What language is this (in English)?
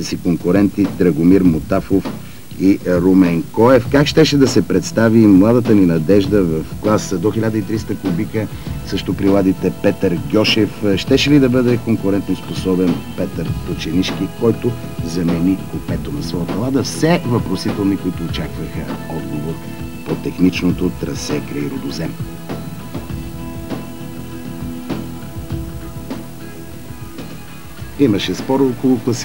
Bulgarian